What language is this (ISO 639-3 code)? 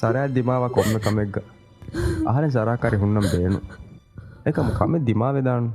div